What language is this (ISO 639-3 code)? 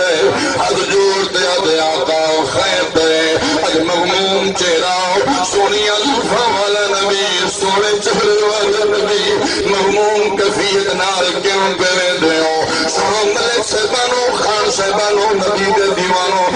skr